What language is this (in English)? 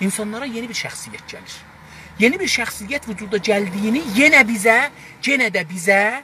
South Azerbaijani